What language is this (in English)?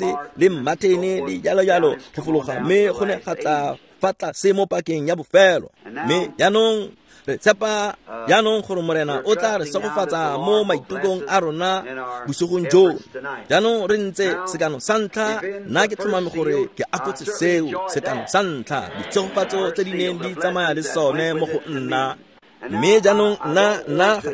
Tswana